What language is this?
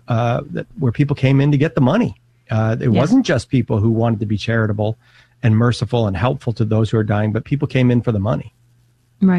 English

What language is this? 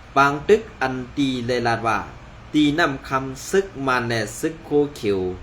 Shan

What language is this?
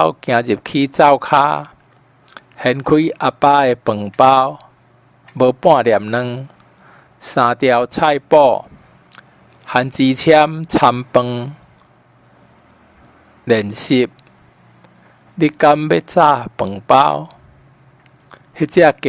Min Nan Chinese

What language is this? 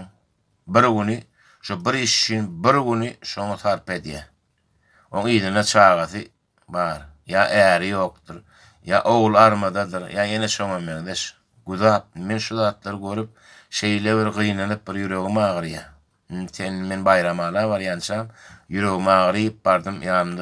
Turkmen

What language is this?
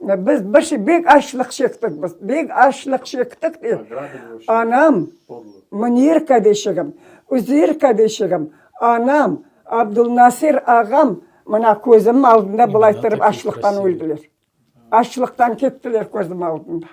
Crimean Tatar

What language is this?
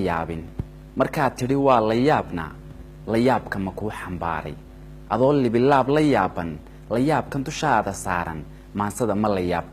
Somali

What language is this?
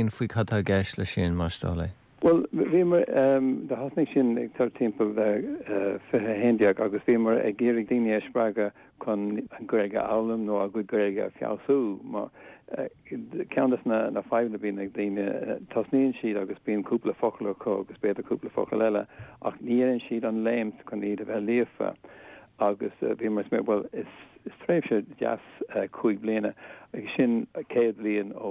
Irish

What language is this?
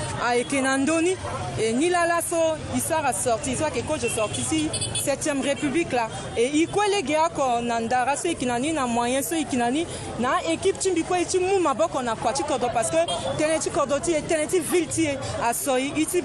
Sango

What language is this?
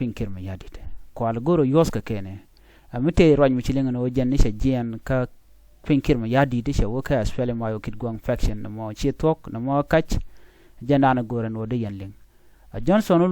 Nuer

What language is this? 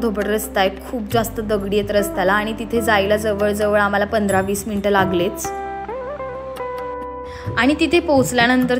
Marathi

